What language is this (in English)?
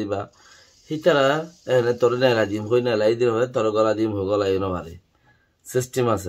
Rohingya